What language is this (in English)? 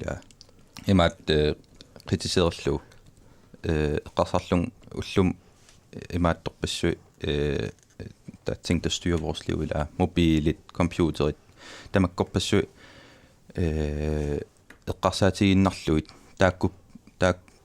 Kalaallisut